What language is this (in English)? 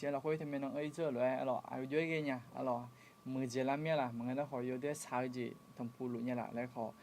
Akha